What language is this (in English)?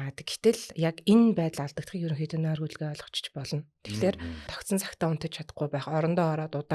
Mongolian